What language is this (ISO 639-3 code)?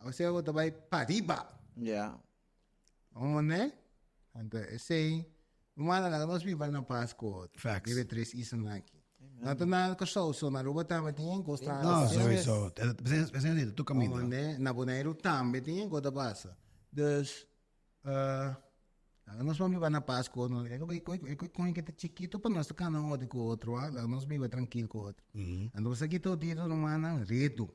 pap